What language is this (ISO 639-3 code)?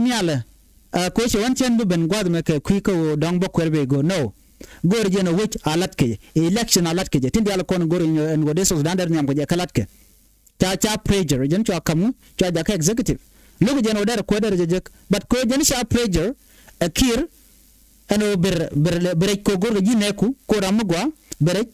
nus